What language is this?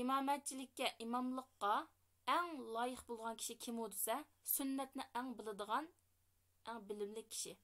Uyghur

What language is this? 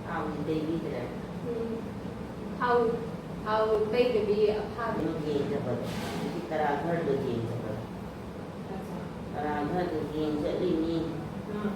Manipuri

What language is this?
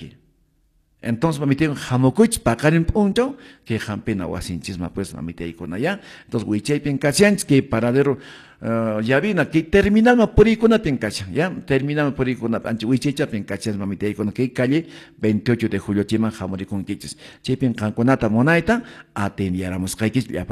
Quechua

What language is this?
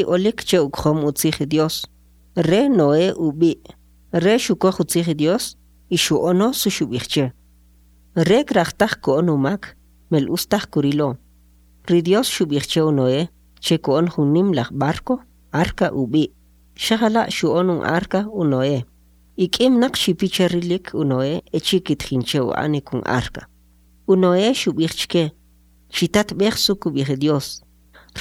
Kʼicheʼ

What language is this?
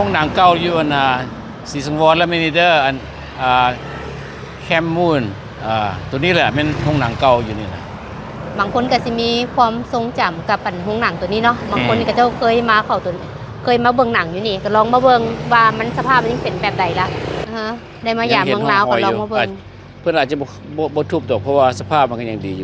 Lao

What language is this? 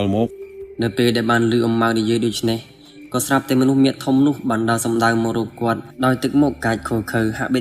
Khmer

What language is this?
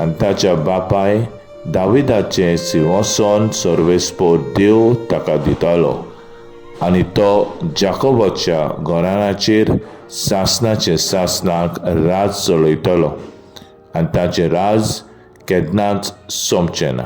Konkani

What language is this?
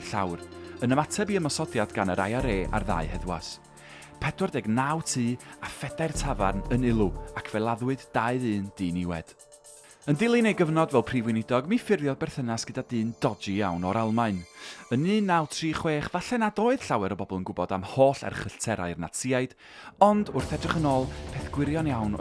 Welsh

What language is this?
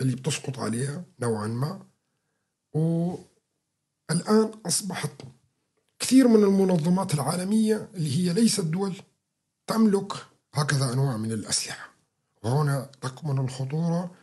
North Levantine Arabic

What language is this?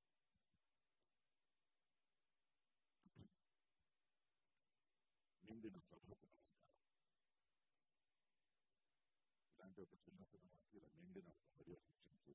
Telugu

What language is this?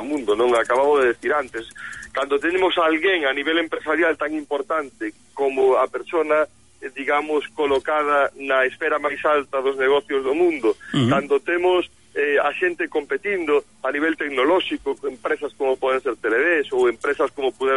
Galician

